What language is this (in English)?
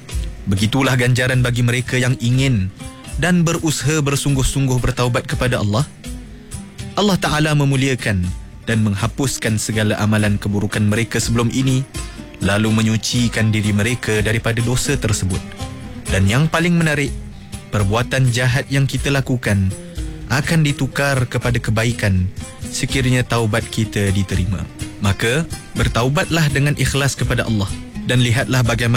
Malay